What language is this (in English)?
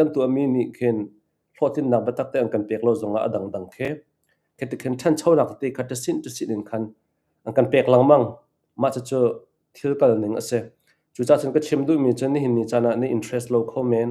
Hakha Chin